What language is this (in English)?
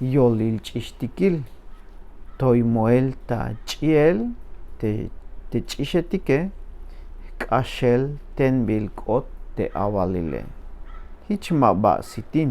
Tzeltal